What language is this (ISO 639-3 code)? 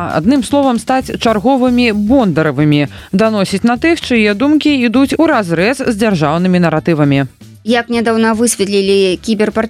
bel